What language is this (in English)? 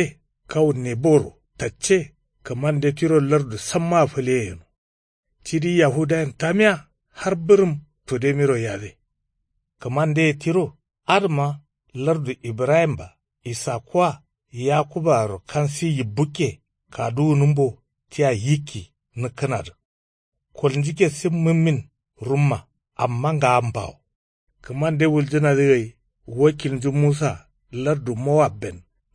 Kanuri